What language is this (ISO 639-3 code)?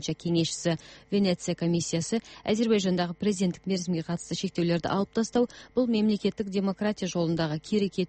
kaz